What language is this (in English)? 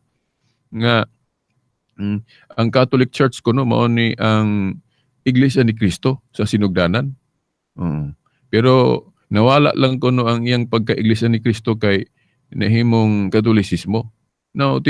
Cebuano